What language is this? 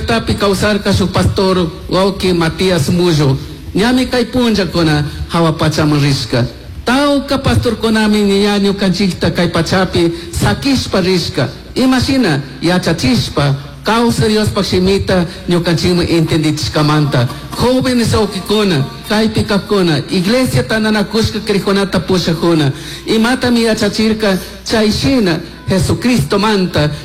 Chimborazo Highland Quichua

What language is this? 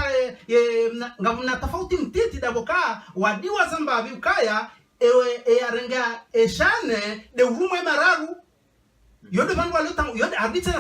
Ngazidja Comorian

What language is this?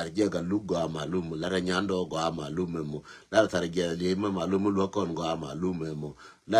Nuer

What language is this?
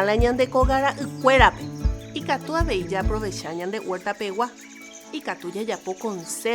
Guarani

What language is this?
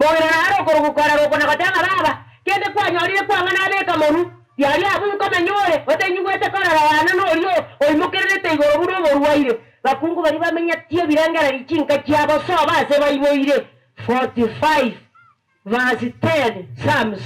Gusii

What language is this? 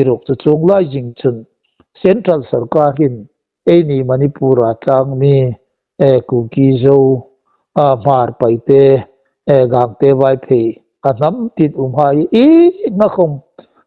Hmar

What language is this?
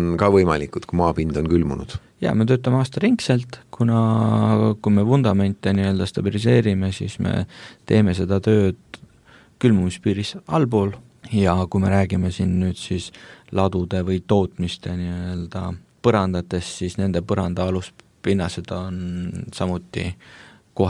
Estonian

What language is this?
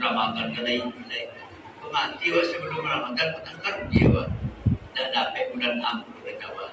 Minangkabau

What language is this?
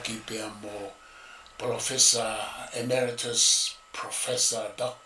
Tongan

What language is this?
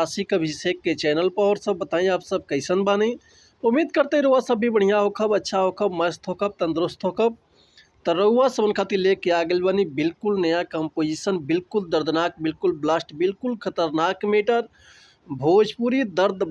Bhojpuri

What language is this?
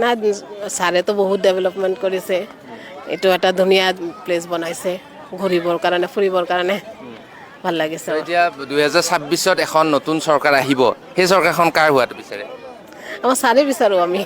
Assamese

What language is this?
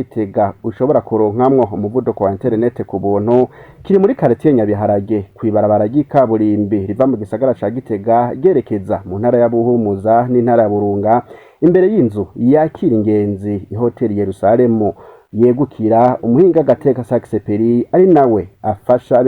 Rundi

